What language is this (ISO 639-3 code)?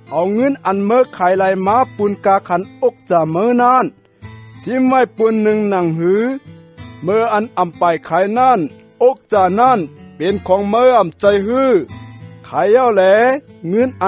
shn